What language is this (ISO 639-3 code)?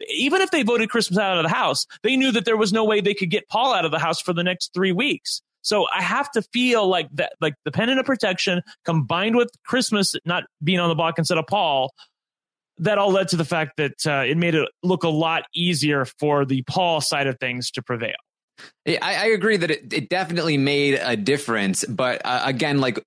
eng